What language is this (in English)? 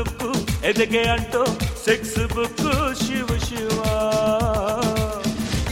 Kannada